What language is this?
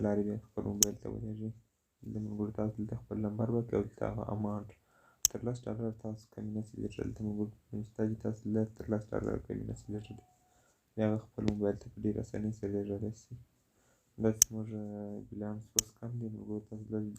Pashto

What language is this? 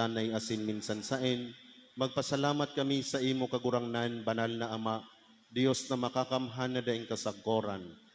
Bikol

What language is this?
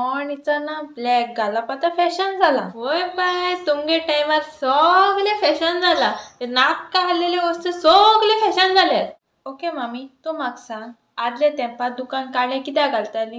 Konkani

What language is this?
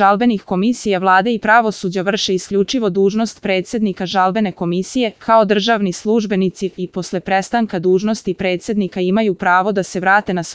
Serbian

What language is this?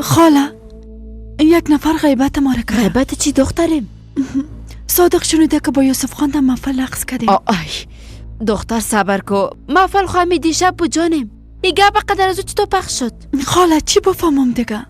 Persian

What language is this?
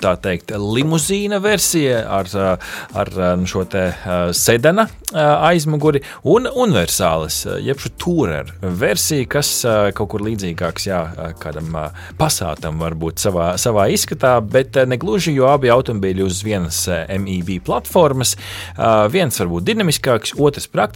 Latvian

